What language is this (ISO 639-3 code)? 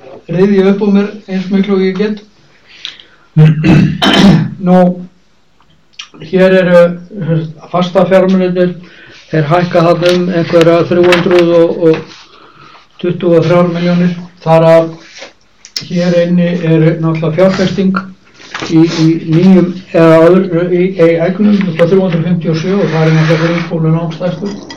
isl